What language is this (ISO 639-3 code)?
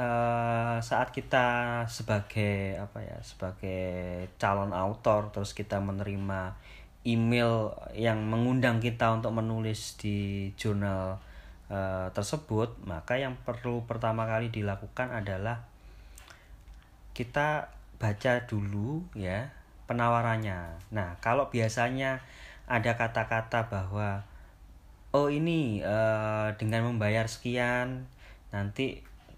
ind